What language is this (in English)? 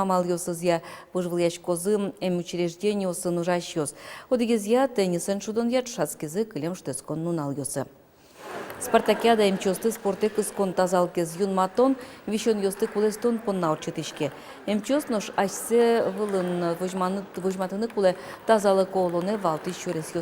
Udmurt